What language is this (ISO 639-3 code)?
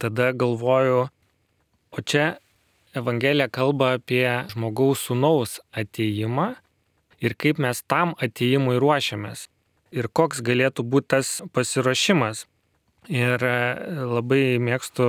lit